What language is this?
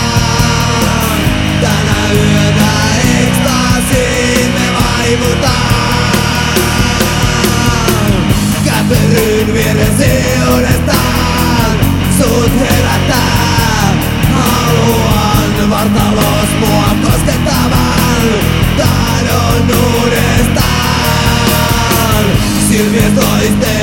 Finnish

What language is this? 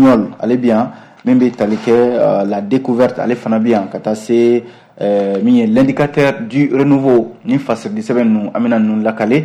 Bambara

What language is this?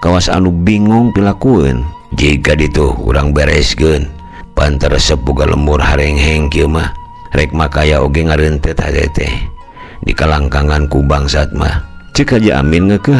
Sundanese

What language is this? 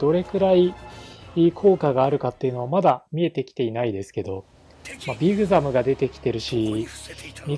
Japanese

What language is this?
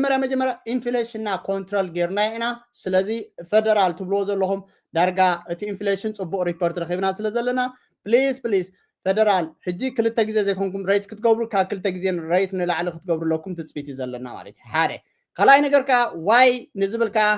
Tigrinya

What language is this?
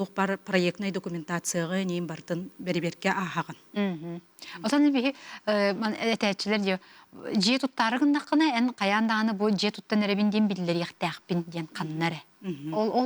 Yakut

